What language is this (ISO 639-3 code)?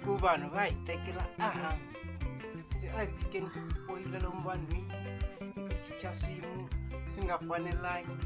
tso